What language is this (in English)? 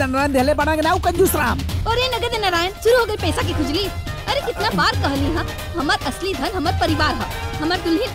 Bhojpuri